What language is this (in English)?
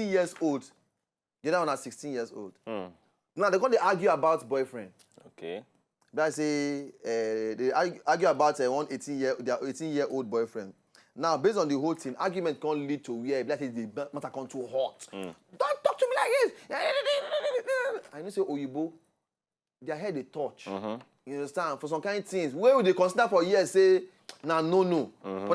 Nigerian Pidgin